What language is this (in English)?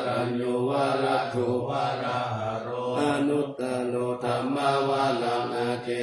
Pali